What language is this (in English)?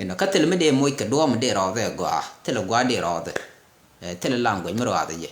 Nuer